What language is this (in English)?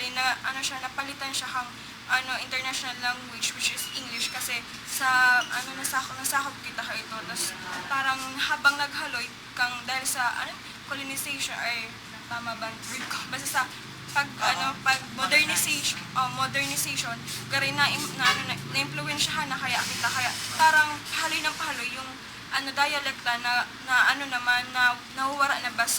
Bikol